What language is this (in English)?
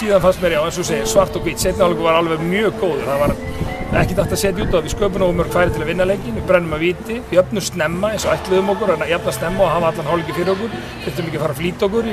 Icelandic